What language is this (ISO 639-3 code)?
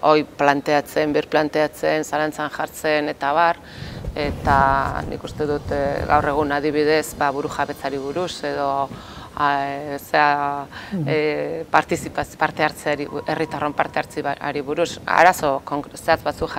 eus